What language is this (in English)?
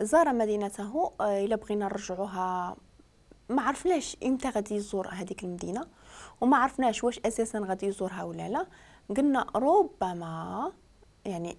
Moroccan Arabic